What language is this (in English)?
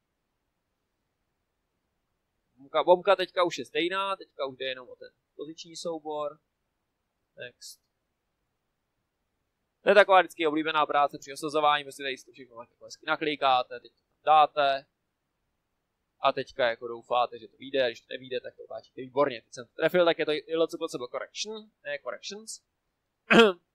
Czech